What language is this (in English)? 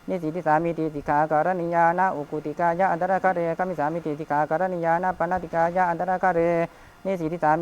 Pali